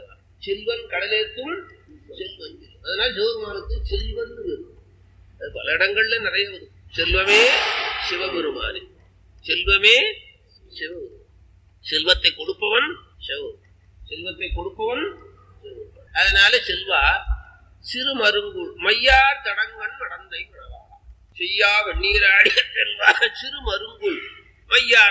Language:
Tamil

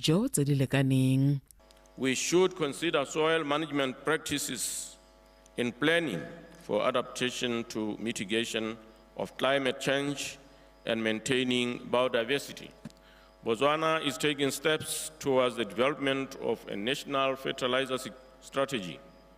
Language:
Tswana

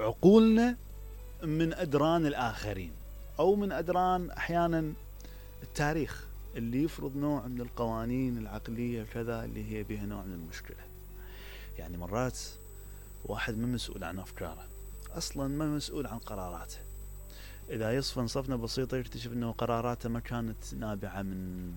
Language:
Mesopotamian Arabic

